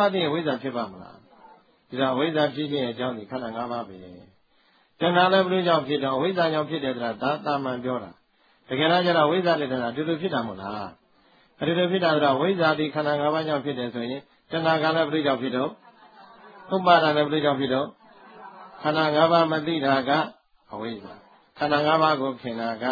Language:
Burmese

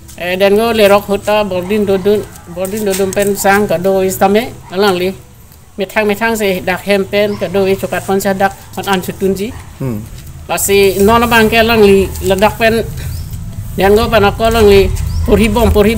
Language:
Karbi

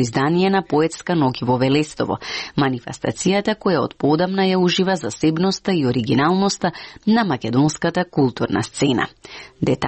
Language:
Macedonian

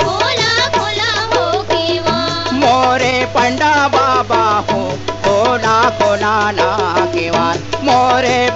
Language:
Bhojpuri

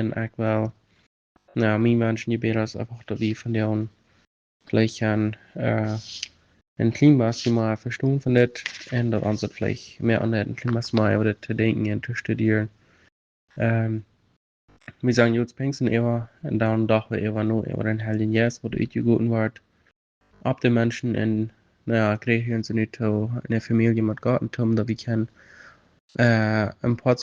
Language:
Plautdietsch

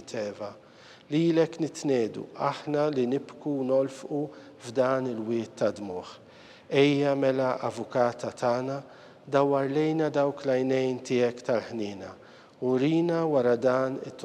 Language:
Maltese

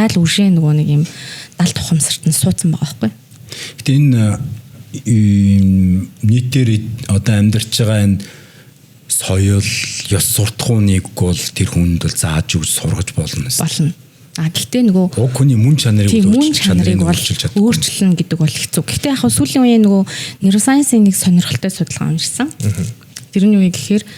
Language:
Mongolian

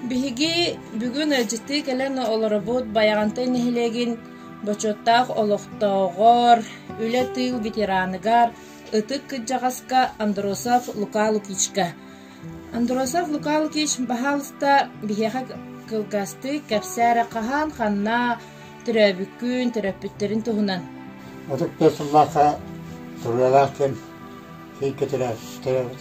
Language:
Yakut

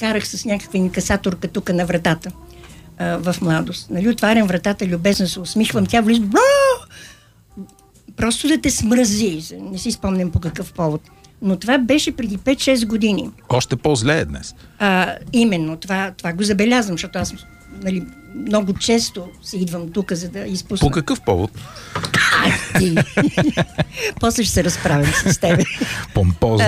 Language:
Bulgarian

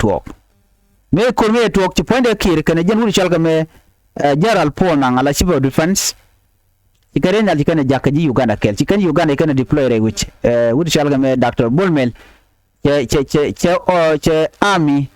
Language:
Nuer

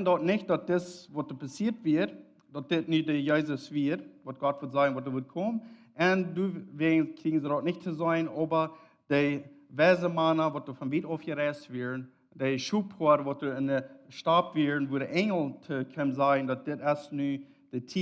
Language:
Plautdietsch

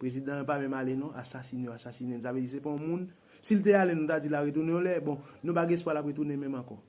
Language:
Haitian Creole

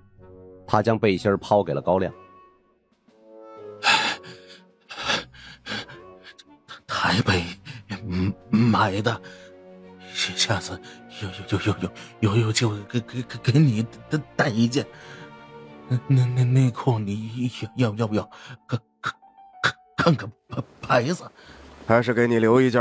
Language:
Chinese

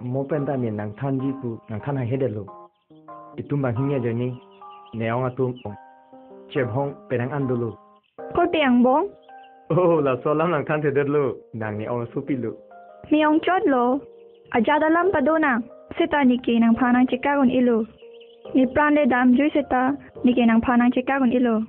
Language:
Karbi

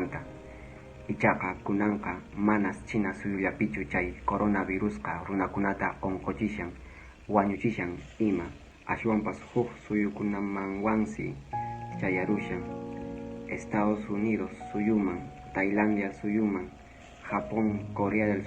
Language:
Quechua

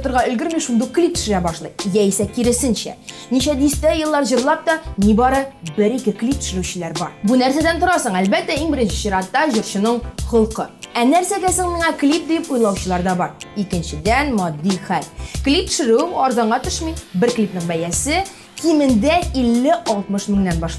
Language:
Tatar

